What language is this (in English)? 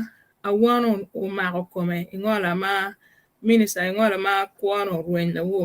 Acoli